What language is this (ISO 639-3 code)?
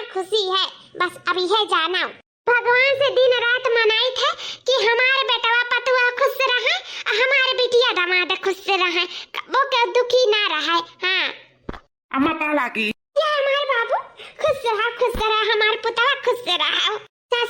awa